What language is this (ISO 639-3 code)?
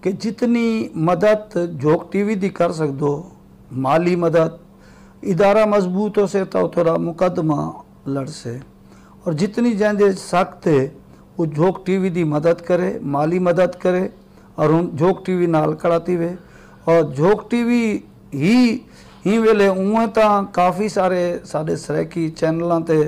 skr